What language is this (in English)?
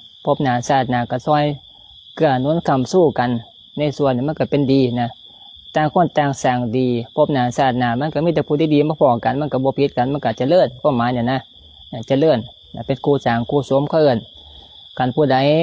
Lao